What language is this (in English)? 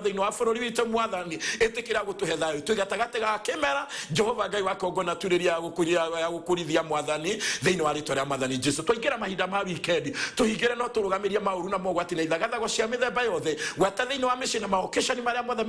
Kikuyu